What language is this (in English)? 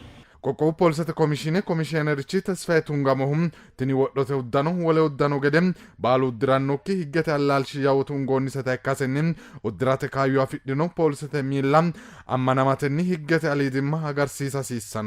Sidamo